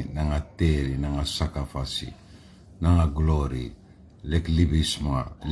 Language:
Sranan Tongo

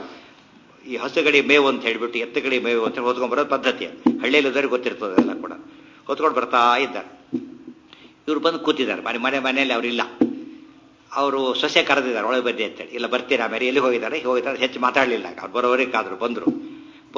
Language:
Kannada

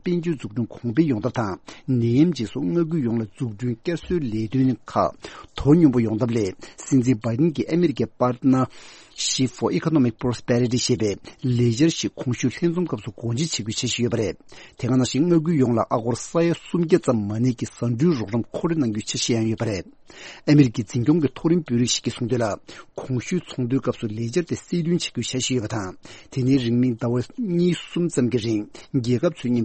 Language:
Tibetan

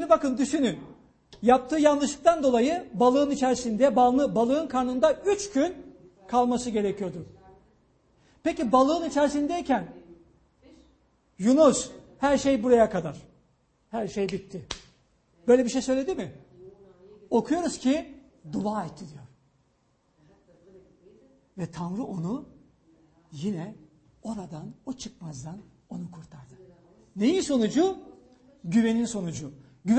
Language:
Turkish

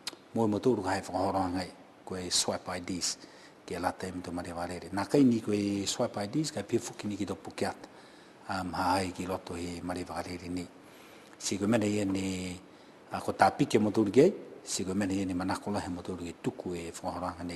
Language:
Niuean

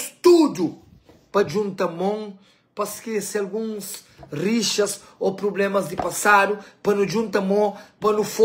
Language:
Kabuverdianu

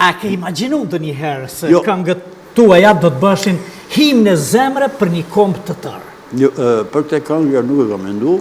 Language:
Albanian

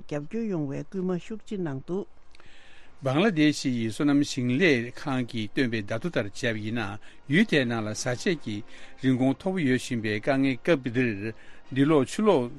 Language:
Tibetan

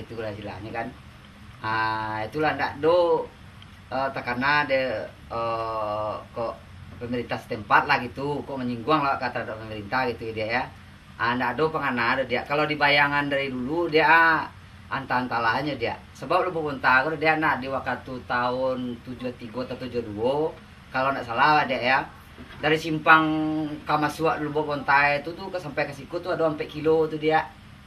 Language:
Minangkabau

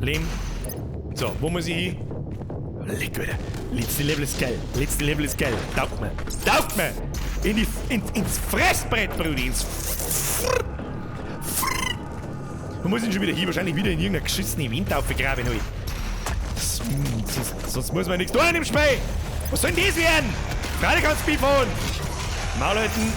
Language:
Bavarian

